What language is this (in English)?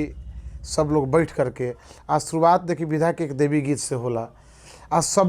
Bhojpuri